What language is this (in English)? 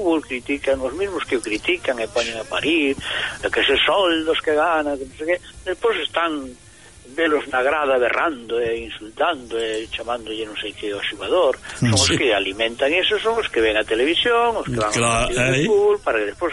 Galician